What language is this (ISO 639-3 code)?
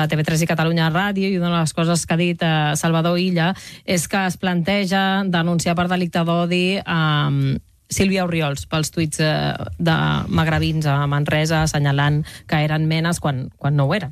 cat